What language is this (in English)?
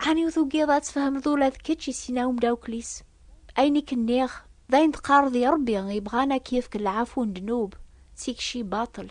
Kabyle